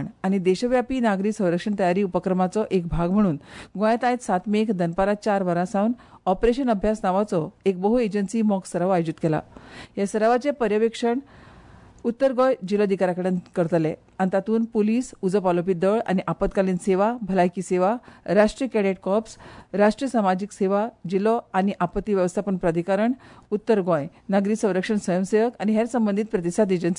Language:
Konkani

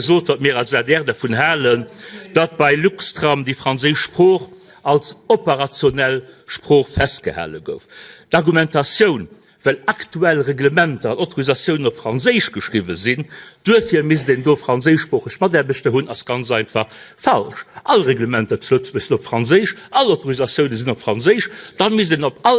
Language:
Luxembourgish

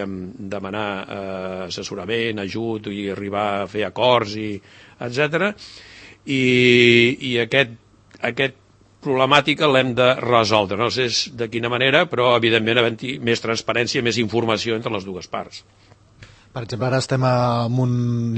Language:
Catalan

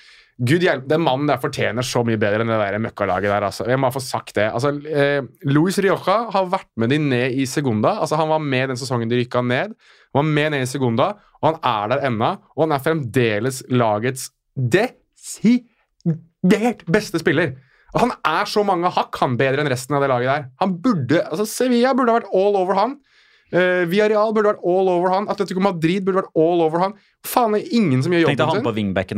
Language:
Norwegian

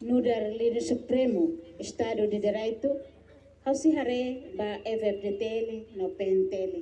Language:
Tetum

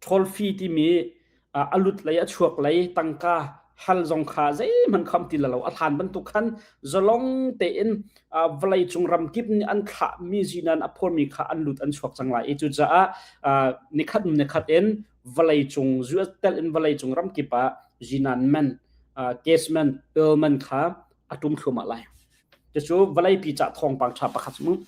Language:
Hakha Chin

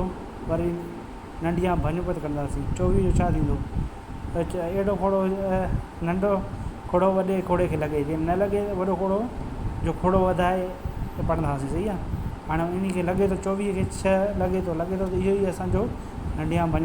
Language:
Sindhi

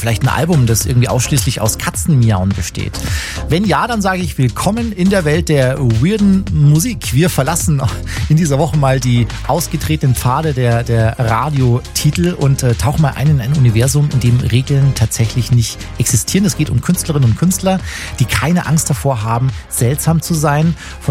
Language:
German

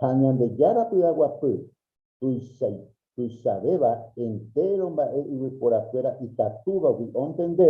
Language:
Guarani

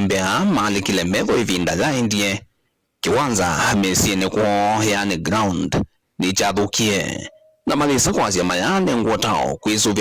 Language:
Kamba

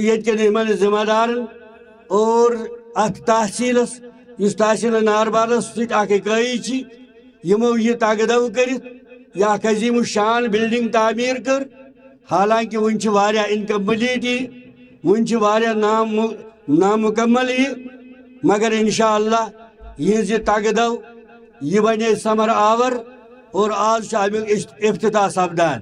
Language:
Kashmiri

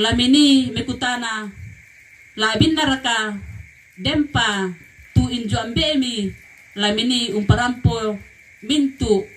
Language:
Toraja-Sa'dan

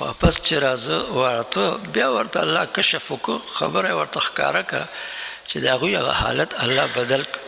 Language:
Pashto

